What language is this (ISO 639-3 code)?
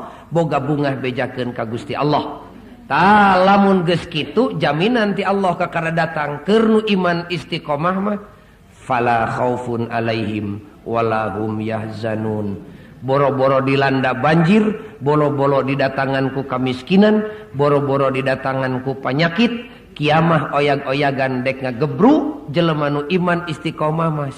sun